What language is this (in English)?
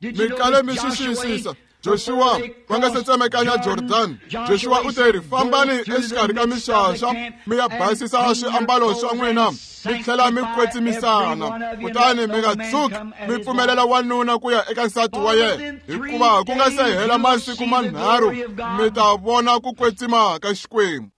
Tsonga